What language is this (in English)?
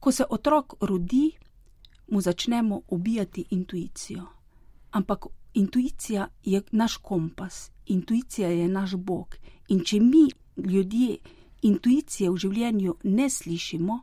Slovenian